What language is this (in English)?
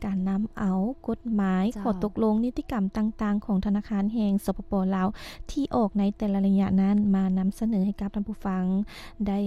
Lao